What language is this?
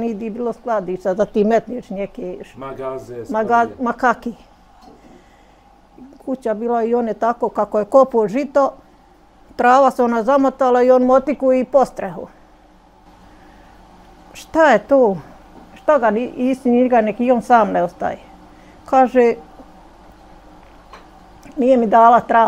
Bosnian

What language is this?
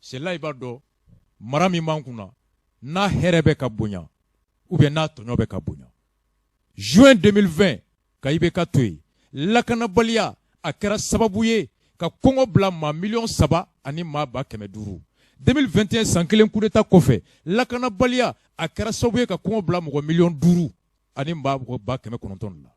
Bambara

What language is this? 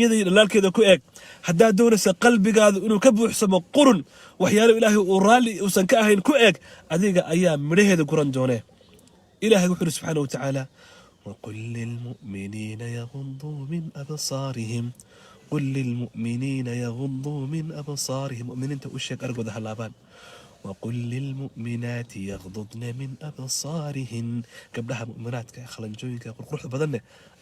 Somali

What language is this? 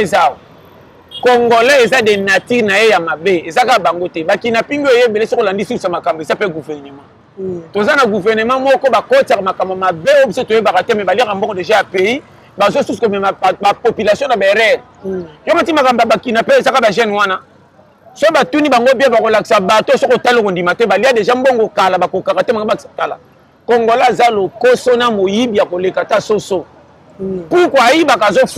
Lingala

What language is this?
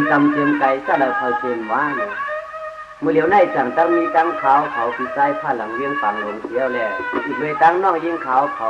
Shan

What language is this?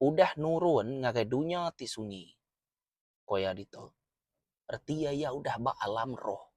Iban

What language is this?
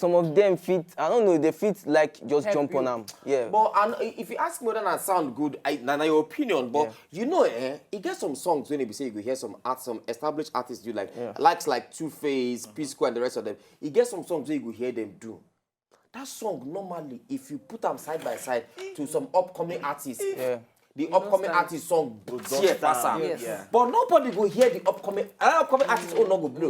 Nigerian Pidgin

